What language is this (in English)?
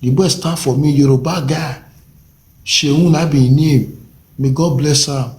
Nigerian Pidgin